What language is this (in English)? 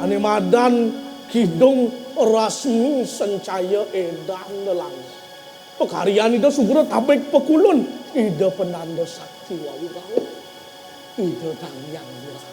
Balinese